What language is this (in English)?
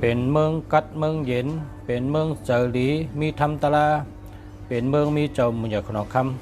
Shan